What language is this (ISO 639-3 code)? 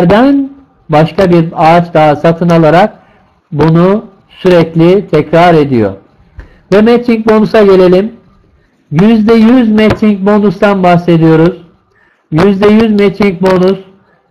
tur